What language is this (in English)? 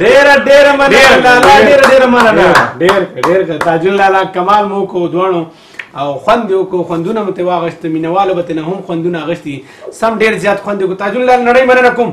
Pashto